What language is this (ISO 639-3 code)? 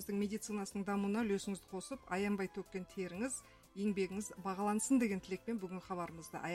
kaz